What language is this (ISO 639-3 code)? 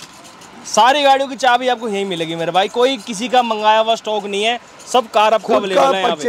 hin